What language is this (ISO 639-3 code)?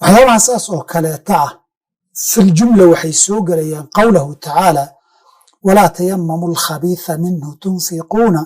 som